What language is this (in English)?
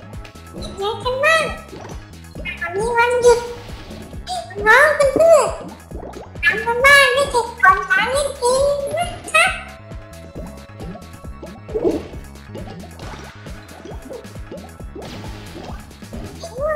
Thai